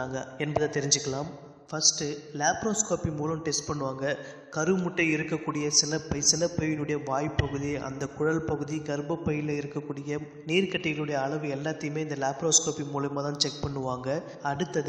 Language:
Tamil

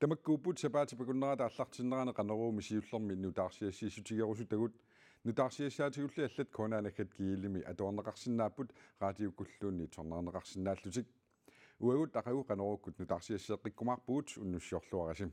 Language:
Kalaallisut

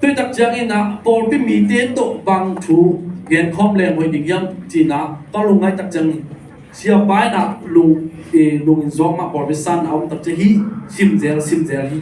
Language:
Tedim Chin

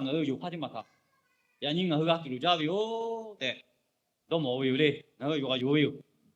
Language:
Lahu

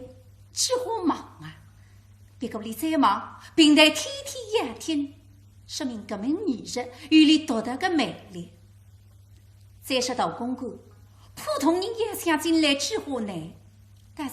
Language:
Wu Chinese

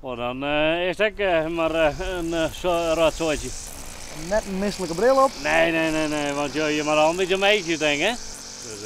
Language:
Western Frisian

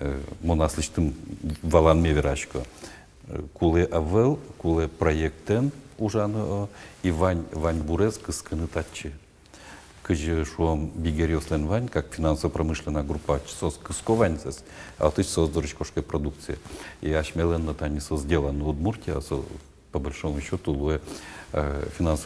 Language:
Udmurt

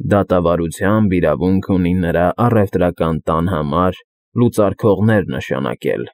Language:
Armenian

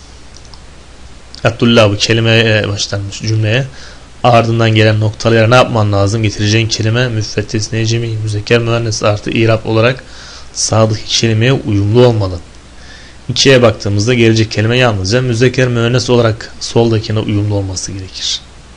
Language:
Turkish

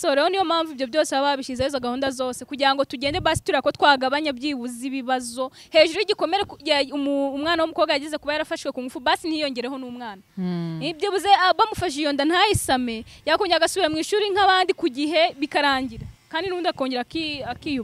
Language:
Kinyarwanda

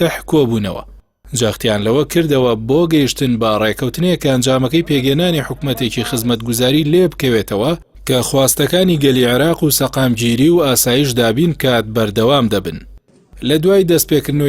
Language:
Central Kurdish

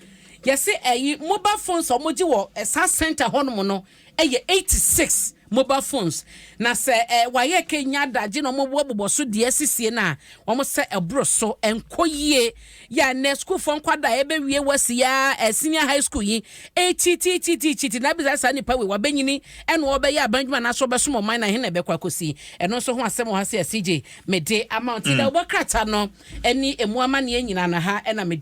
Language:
Akan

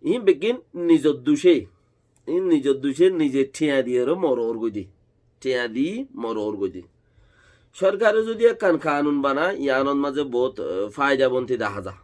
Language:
Rohingya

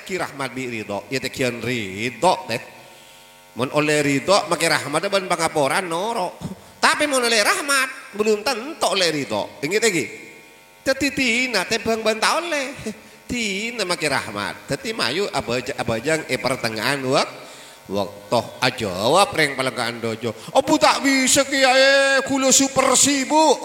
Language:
Madurese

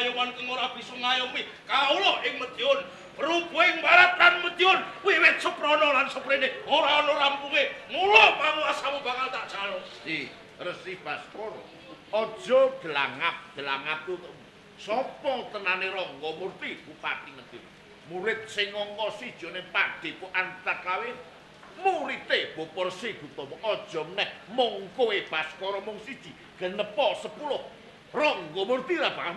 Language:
Javanese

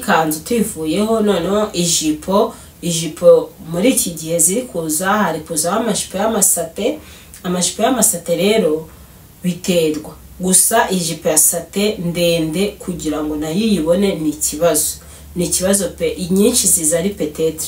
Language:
Kinyarwanda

